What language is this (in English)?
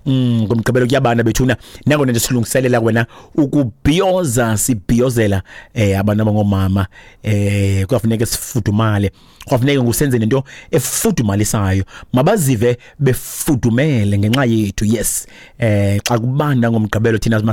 Xhosa